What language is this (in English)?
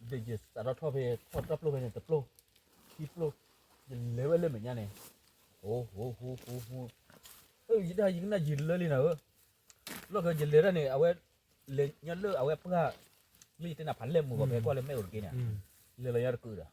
S'gaw Karen